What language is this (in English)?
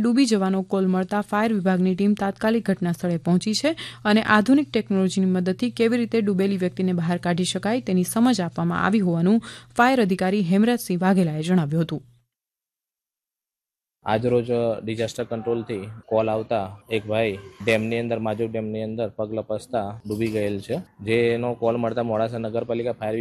Gujarati